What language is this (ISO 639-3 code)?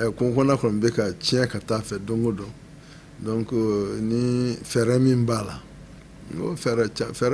bam